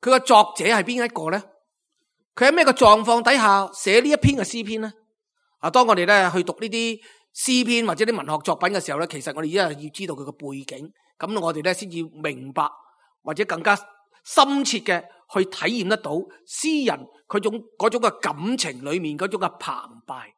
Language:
Cantonese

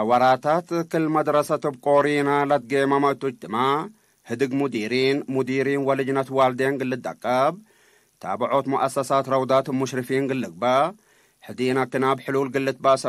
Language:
Tigre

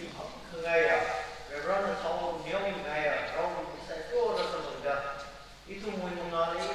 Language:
Tangkhul Naga (India)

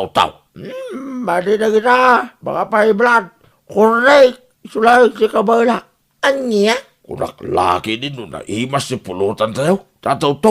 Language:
Iloko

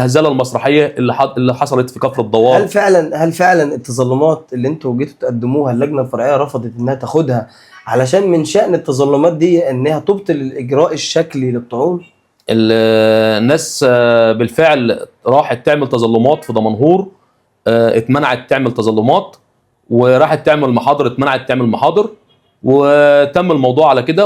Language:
Egyptian Arabic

